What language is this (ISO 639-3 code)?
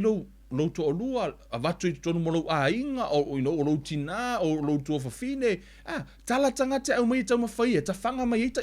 smo